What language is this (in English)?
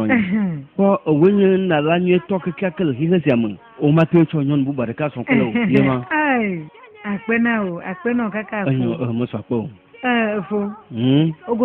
Ewe